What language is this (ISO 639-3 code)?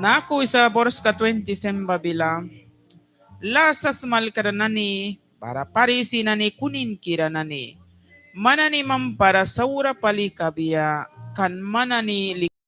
miq